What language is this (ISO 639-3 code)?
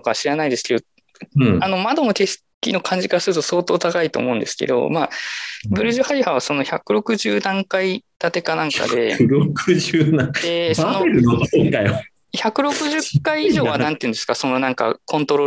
jpn